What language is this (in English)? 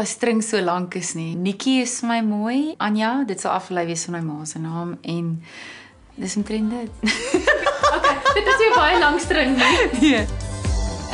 Afrikaans